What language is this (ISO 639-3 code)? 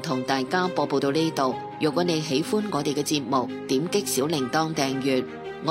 yue